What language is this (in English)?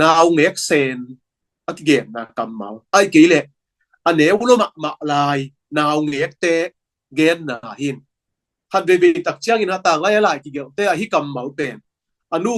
Tedim Chin